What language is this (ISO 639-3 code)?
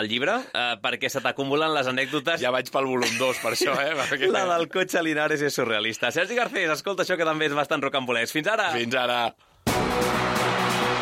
cat